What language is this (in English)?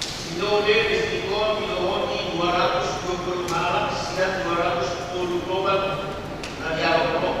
Batak Toba